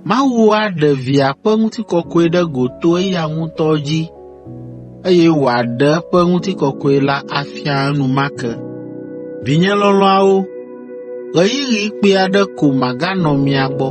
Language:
Ewe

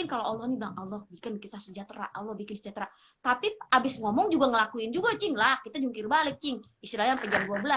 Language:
Betawi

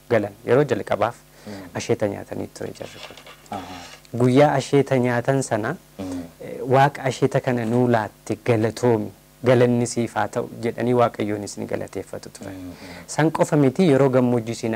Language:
Oromo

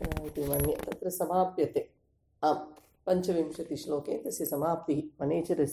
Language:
Sanskrit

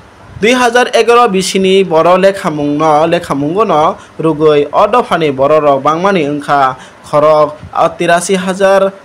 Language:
Kok Borok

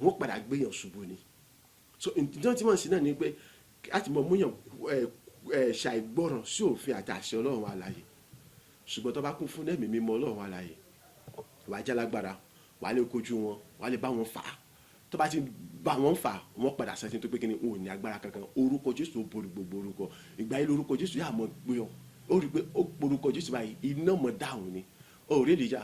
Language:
Yoruba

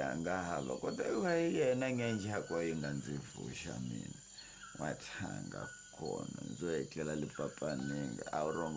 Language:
Tsonga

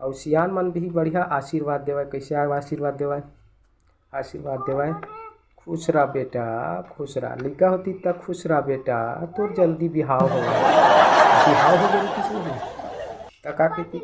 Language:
Chhattisgarhi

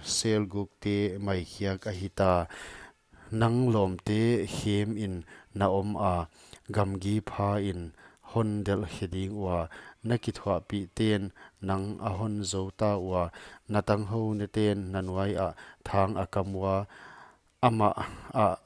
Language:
Paite Chin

